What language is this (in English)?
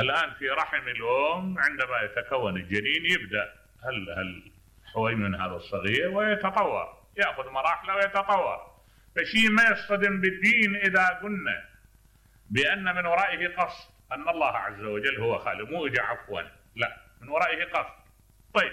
Mesopotamian Arabic